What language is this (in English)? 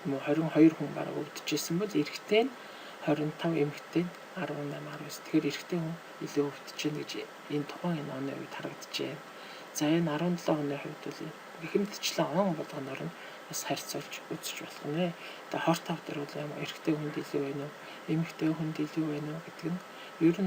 Mongolian